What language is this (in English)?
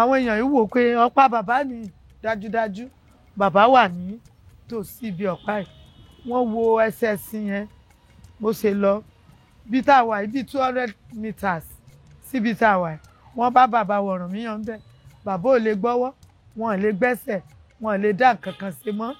Yoruba